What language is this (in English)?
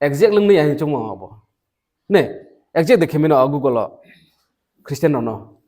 Riang (India)